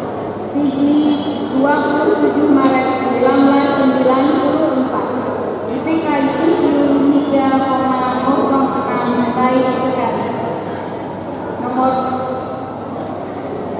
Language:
Indonesian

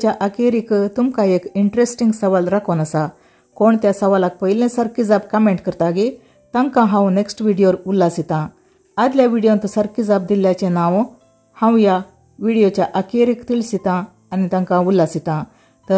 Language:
Konkani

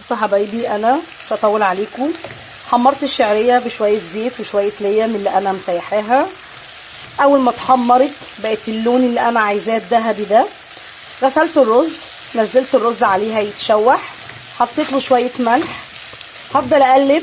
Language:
Egyptian Arabic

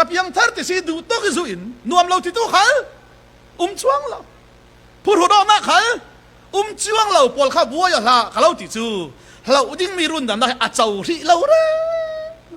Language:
Falam Chin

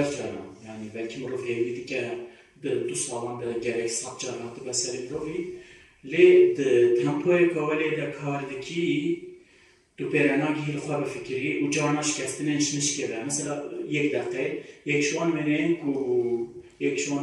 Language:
Kurdish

